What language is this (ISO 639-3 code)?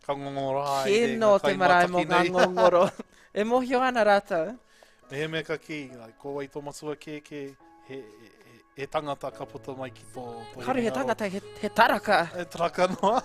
mri